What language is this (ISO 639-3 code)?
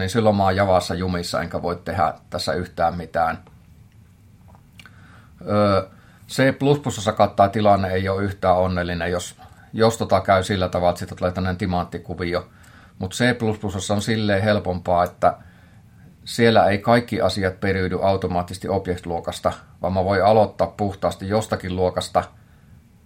fin